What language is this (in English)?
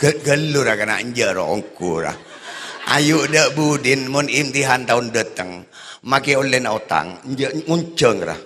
Madurese